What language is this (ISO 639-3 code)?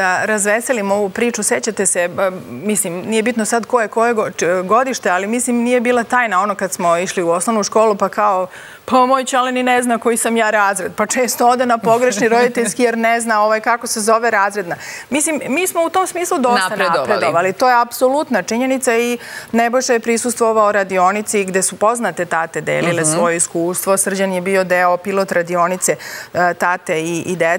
srp